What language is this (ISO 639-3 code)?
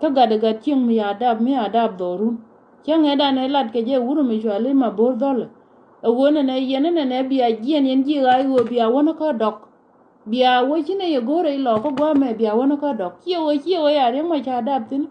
nus